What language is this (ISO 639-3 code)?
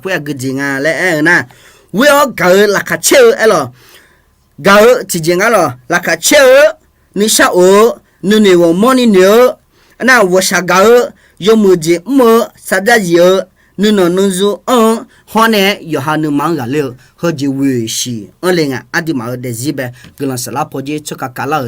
ahk